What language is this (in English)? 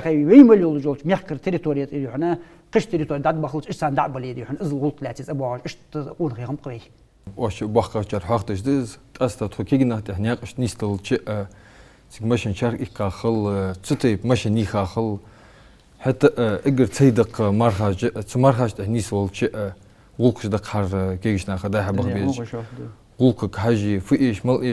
Ingush